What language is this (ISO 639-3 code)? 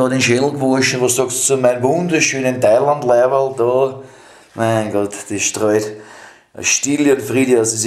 bar